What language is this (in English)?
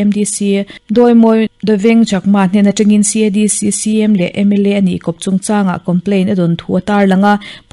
Mizo